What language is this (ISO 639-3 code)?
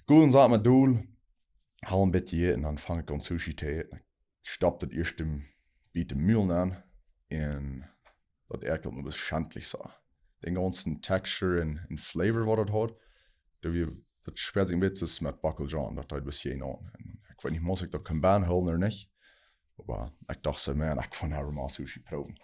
pdt